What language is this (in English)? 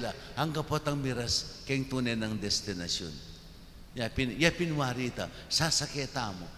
Pampanga